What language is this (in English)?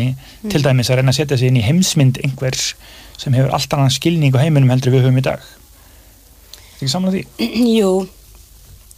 Icelandic